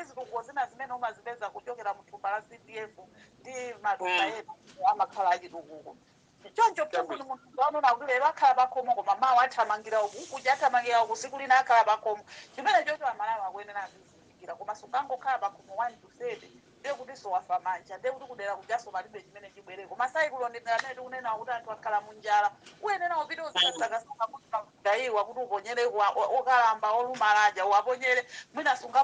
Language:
Nyanja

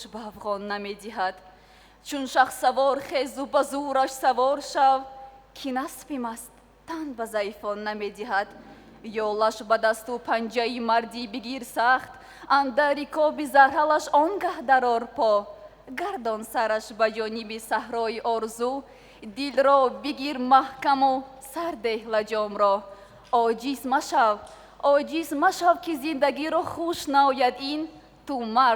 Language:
Tajik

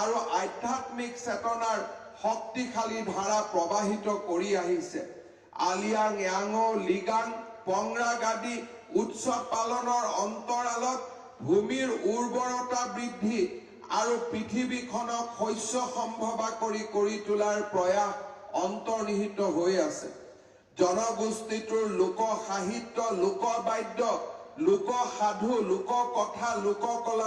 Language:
Assamese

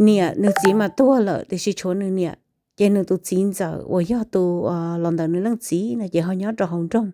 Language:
Hmong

